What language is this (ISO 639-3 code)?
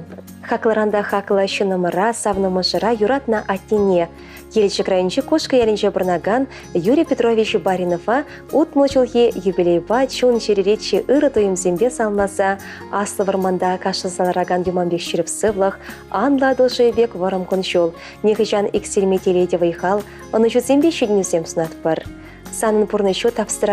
chv